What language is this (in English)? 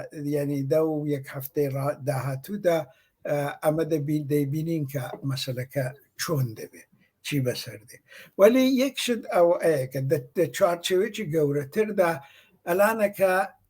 Central Kurdish